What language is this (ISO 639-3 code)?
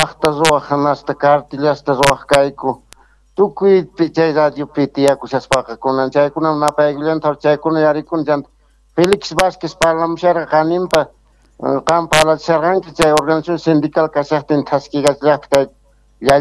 que